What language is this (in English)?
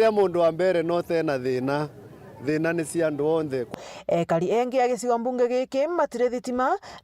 Meru